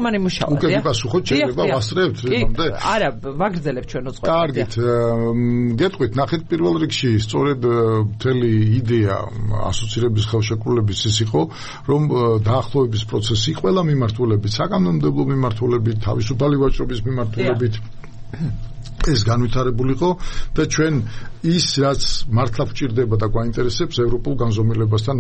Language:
Georgian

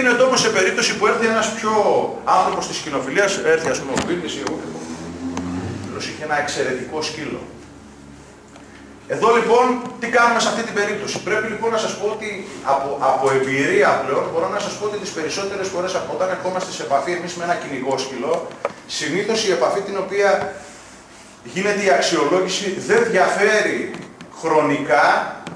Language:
Greek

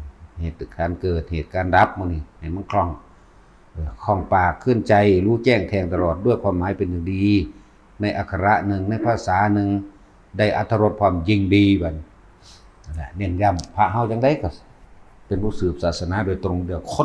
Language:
Northeastern Thai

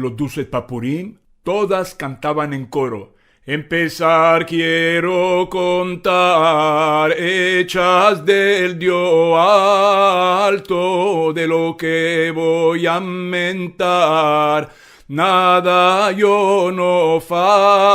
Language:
Ladino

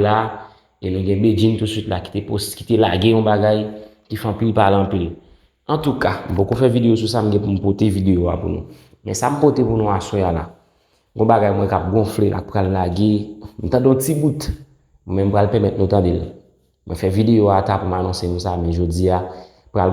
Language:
Haitian Creole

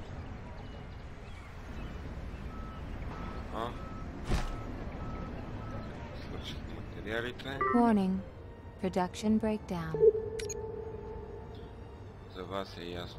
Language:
Bulgarian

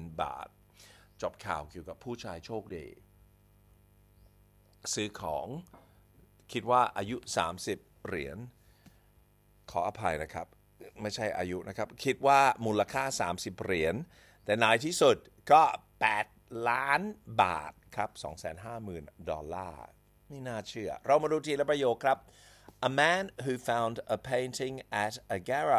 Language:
Thai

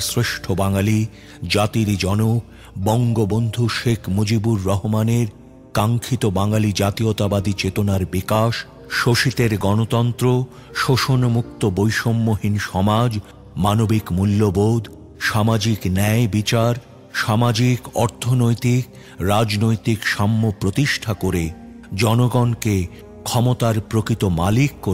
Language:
Bangla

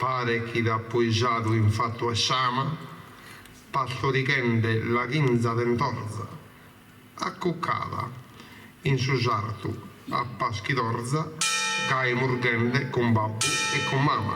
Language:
Sardinian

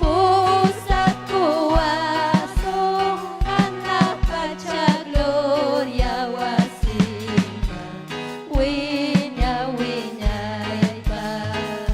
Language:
Ayacucho Quechua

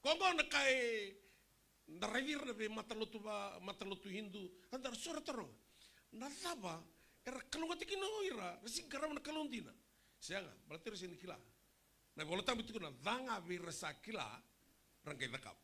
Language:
Fijian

